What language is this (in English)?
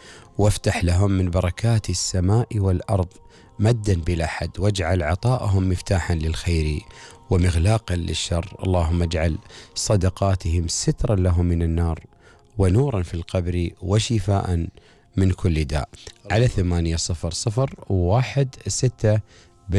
Gulf Arabic